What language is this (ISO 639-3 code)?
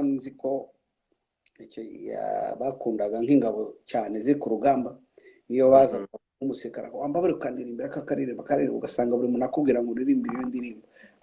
kin